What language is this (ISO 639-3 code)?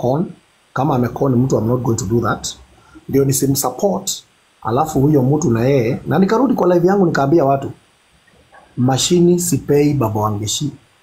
swa